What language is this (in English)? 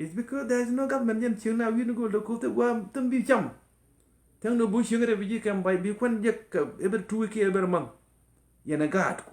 Nuer